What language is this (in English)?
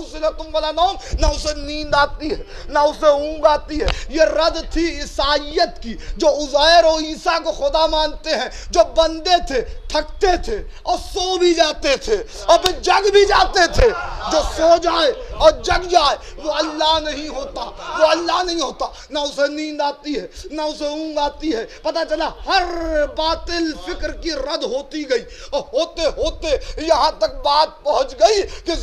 Urdu